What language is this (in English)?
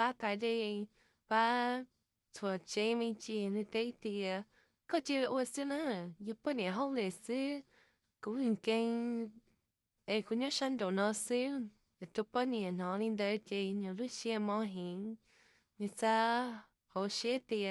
Hmong